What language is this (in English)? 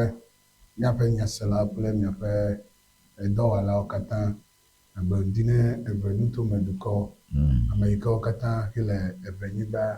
Ewe